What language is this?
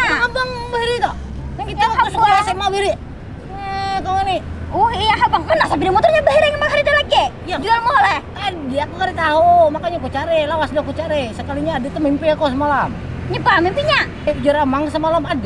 Banjar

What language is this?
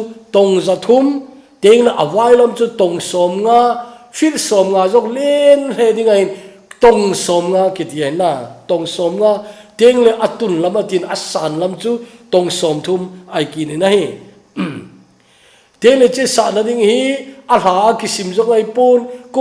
Thado Chin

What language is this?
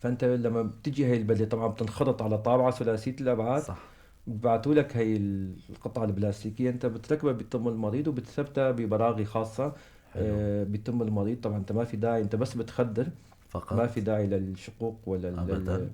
North Levantine Arabic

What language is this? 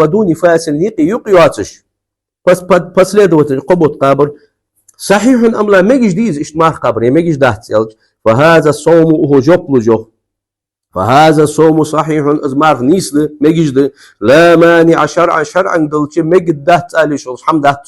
Ingush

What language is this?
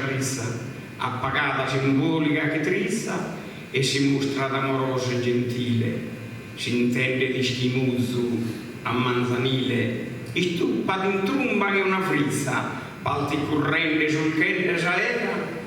Sardinian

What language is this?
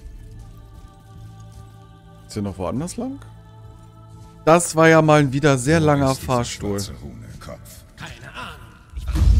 German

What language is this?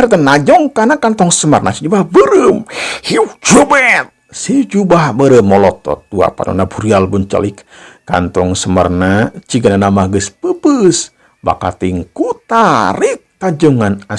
Sundanese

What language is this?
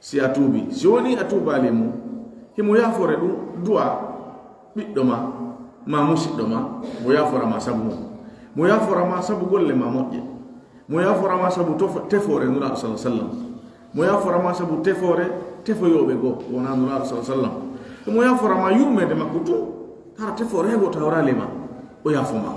Pular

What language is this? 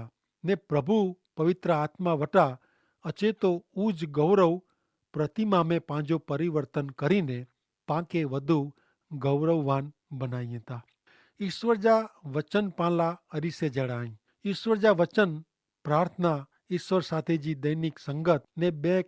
Kachhi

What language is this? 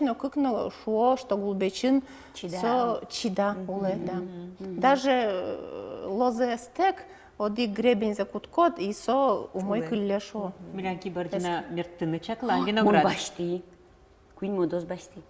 Udmurt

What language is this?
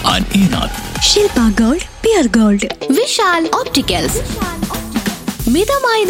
Malayalam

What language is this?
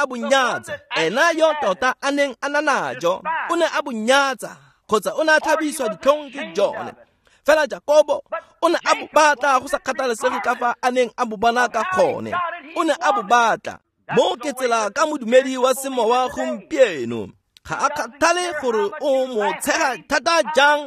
Tswana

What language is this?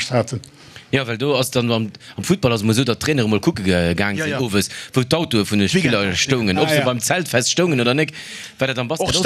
Luxembourgish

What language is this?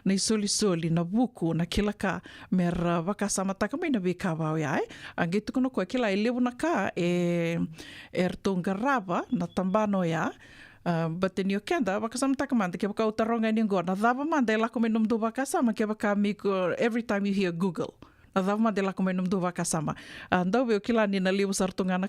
Fijian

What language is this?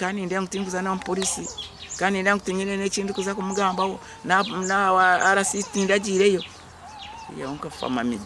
Nyankole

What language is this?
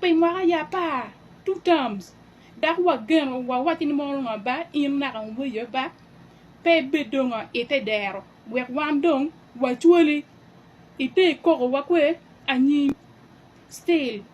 Acoli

